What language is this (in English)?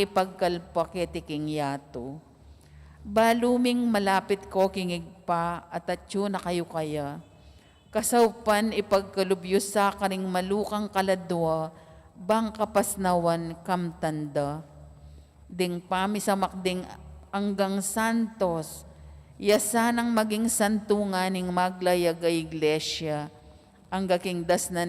Pampanga